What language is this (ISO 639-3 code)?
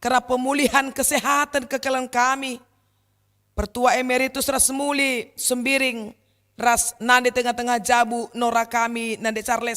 btx